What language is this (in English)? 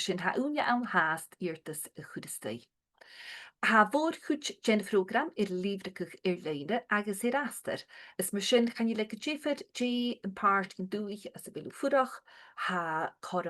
Scottish Gaelic